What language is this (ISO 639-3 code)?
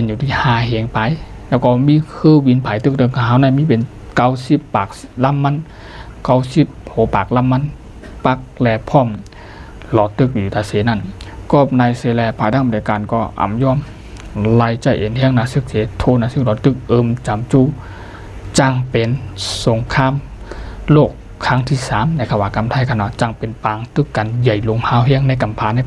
shn